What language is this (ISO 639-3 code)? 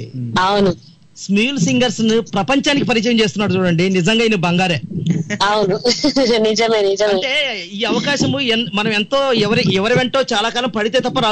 tel